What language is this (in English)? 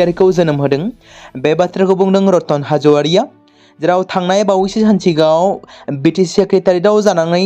Bodo